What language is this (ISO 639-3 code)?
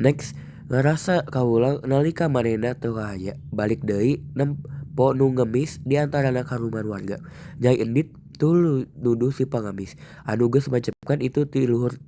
sun